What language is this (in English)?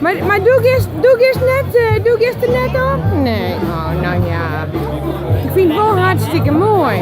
Western Frisian